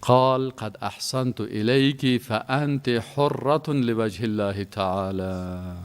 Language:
Persian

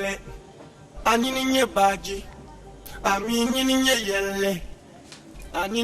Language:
Dagbani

